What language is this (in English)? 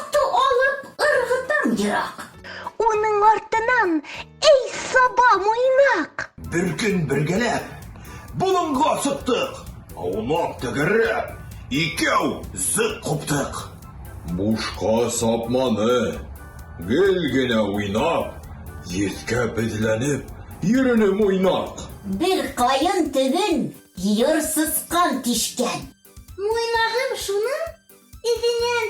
Bashkir